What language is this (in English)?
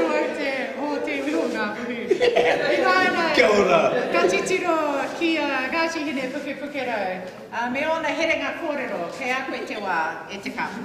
Māori